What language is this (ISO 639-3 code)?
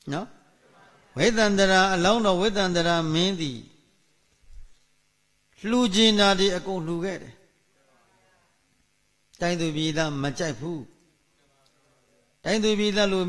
mya